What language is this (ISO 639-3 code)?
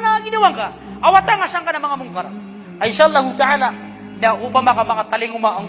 mrw